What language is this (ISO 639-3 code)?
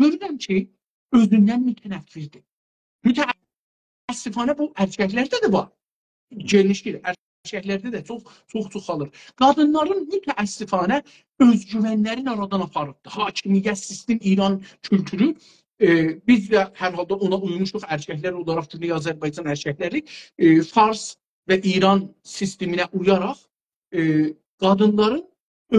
azb